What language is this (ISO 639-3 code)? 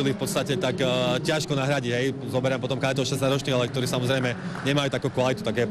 slk